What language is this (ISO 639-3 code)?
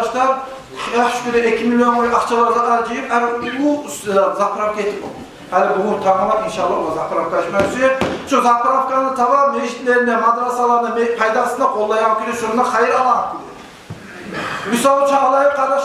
kum